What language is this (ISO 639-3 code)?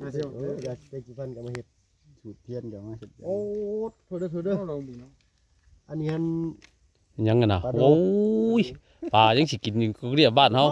tts